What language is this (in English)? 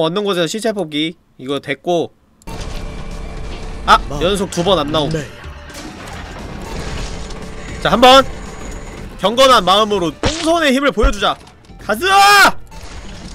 Korean